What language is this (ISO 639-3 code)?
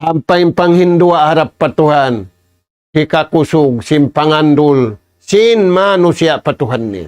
tsg